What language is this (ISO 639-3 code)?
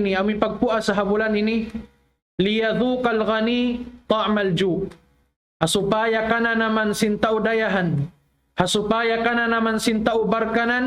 tsg